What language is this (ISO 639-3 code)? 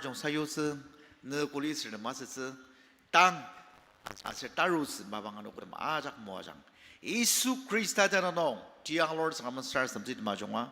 njo